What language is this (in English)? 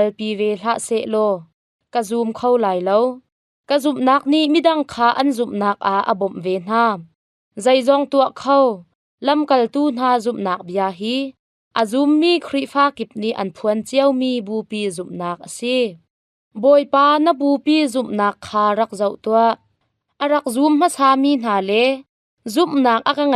Hakha Chin